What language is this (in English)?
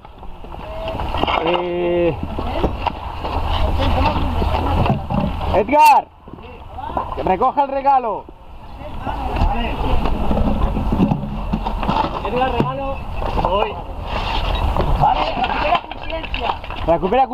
Catalan